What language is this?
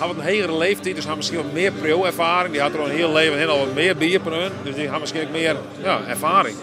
Western Frisian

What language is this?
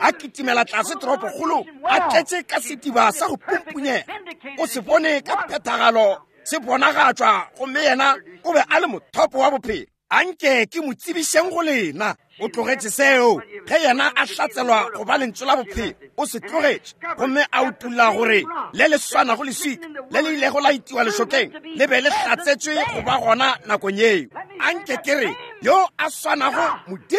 Northern Sotho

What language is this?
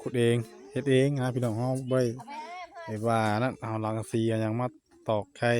Northeastern Thai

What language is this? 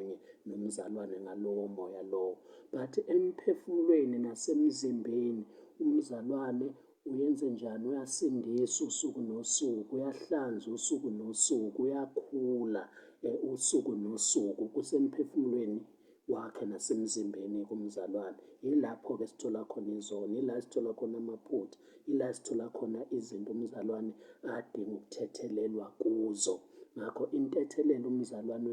Zulu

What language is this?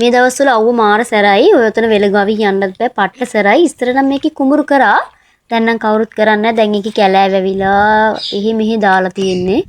Sinhala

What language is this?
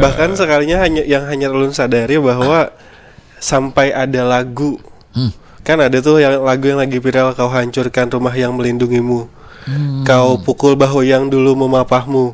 Banjar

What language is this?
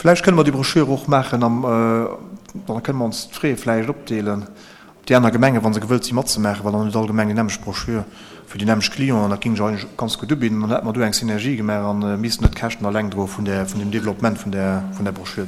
Luxembourgish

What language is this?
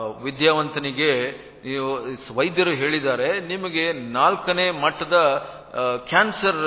Kannada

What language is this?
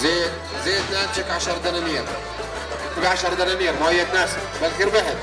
North Levantine Arabic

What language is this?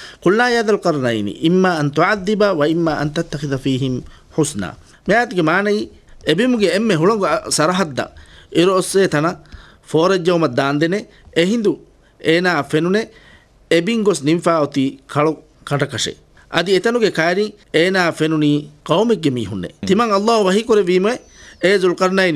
Divehi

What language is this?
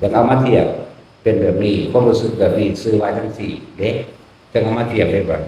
Northeastern Thai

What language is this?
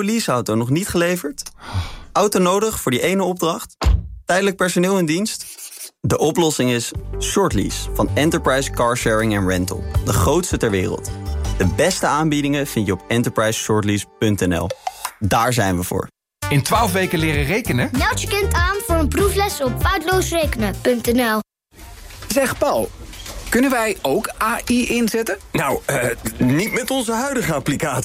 Dutch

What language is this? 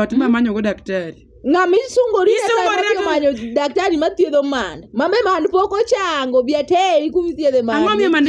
Luo (Kenya and Tanzania)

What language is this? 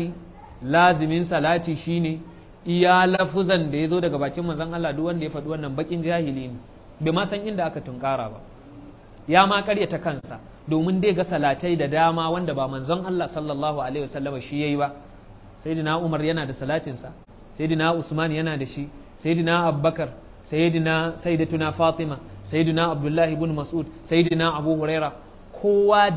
Hausa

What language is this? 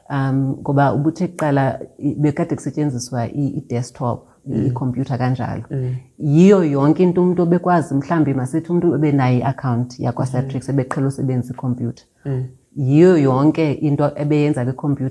Xhosa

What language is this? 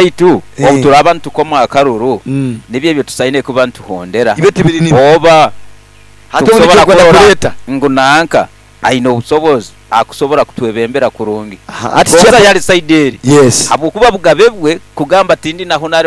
Nyankole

